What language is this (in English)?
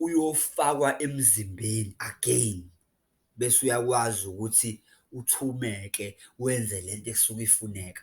Zulu